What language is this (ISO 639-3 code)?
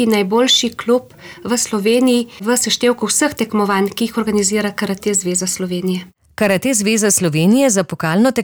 slv